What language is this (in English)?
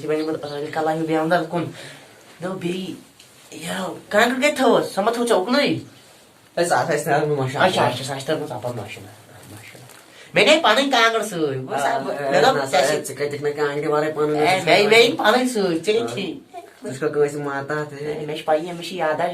Kashmiri